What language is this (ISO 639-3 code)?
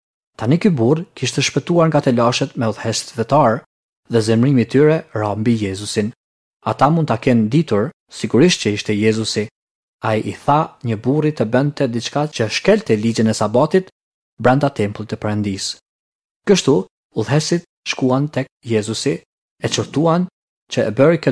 sqi